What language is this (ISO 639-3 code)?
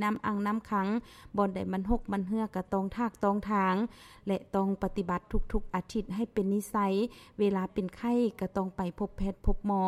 lao